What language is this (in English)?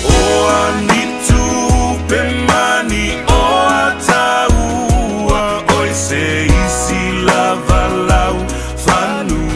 Samoan